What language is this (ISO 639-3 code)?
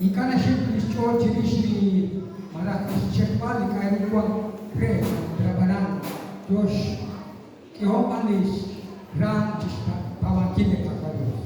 kek